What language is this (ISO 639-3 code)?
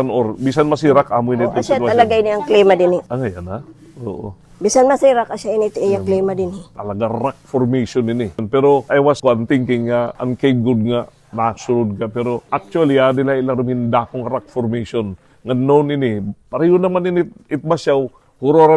war